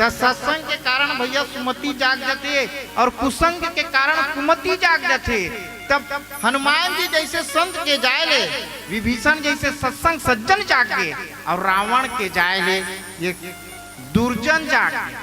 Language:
Chhattisgarhi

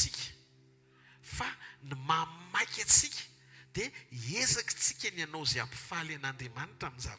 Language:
Malagasy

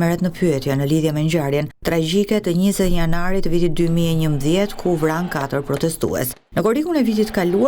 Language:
Albanian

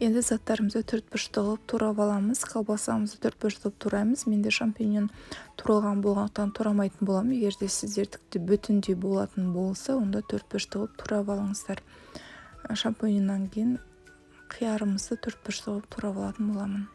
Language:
Kazakh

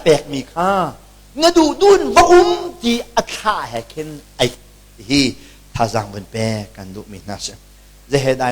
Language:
Hakha Chin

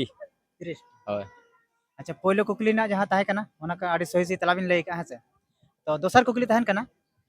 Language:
Santali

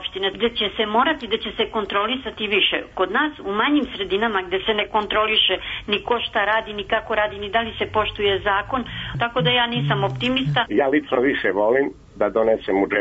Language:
Serbian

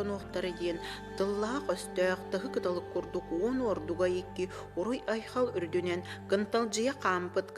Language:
Yakut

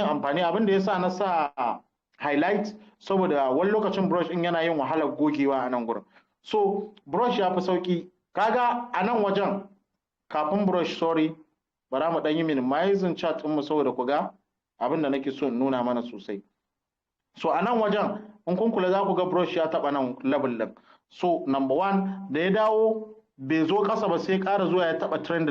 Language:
Hausa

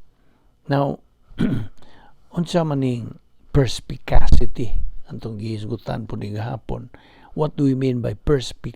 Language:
Cebuano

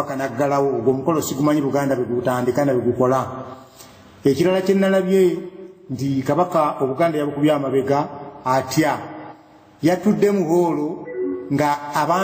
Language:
Ganda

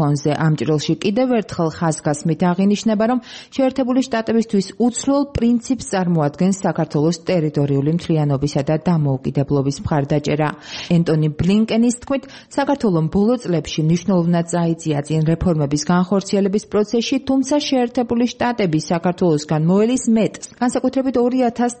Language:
Georgian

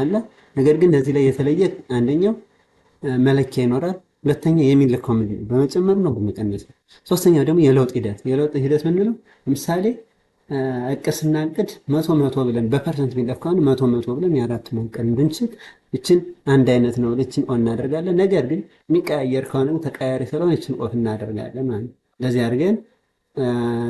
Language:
Amharic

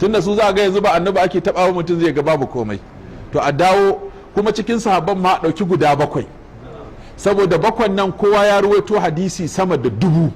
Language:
Hausa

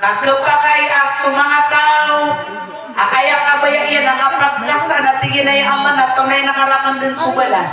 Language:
Maranao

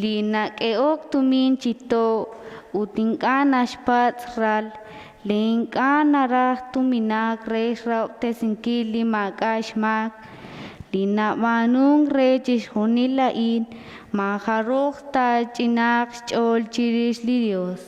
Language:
Kekchí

